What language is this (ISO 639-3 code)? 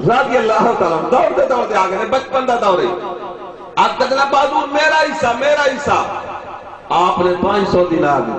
skr